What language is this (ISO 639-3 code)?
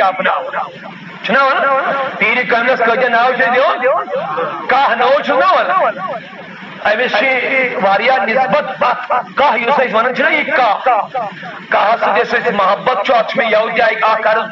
kas